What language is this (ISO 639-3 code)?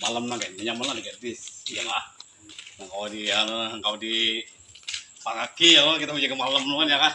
bjn